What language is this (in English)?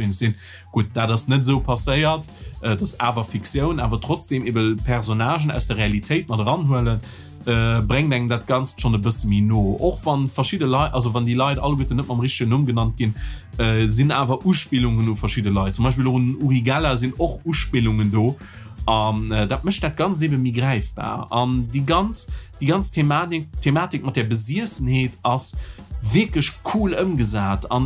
Luxembourgish